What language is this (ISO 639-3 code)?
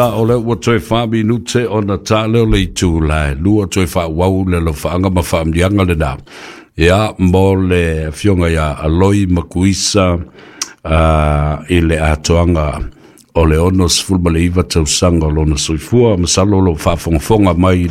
smo